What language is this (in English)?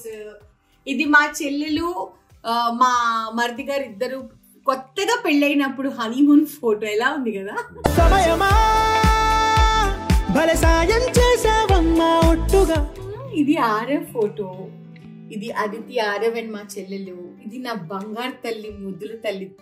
Telugu